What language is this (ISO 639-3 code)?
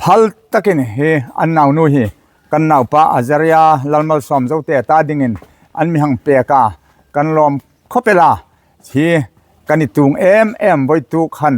hmr